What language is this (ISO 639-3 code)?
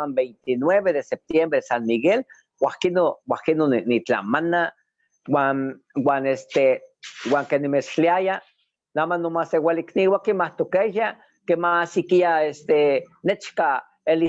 nhe